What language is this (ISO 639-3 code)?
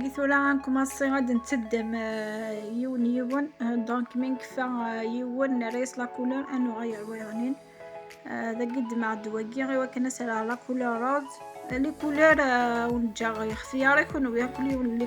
kab